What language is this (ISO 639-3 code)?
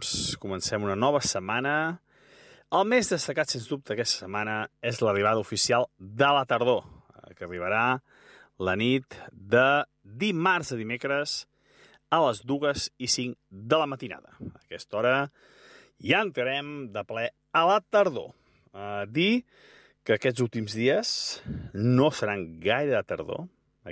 cat